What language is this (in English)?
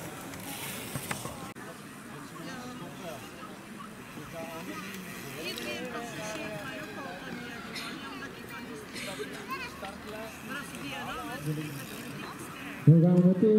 Dutch